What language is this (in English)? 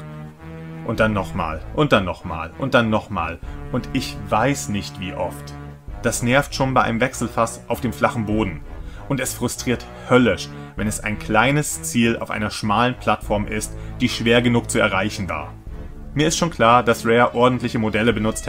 German